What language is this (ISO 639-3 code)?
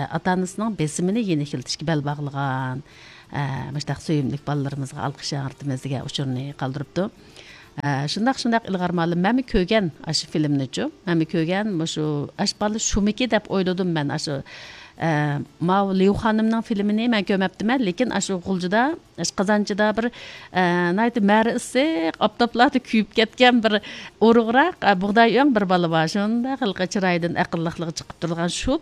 uig